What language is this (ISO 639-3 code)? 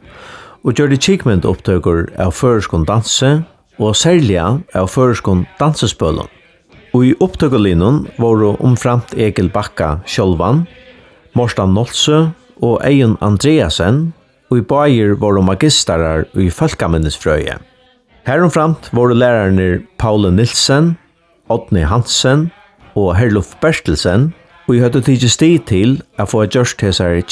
fao